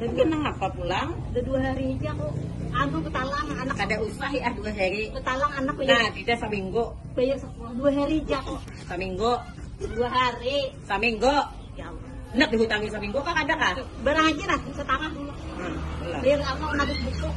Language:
Banjar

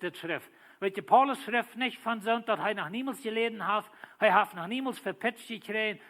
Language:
Plautdietsch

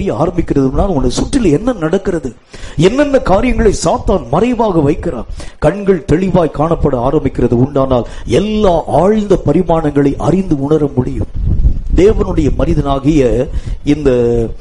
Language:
Tamil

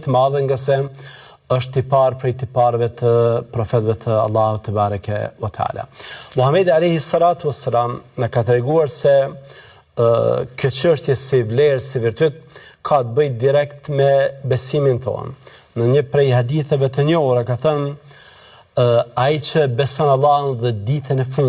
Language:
Albanian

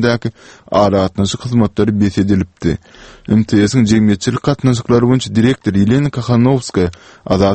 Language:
Turkmen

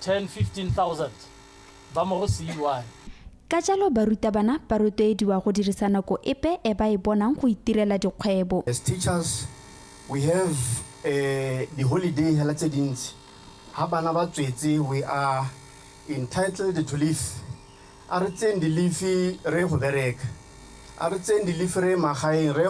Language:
Tswana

